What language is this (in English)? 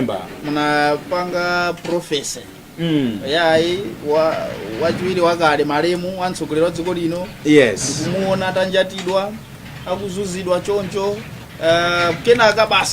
Nyanja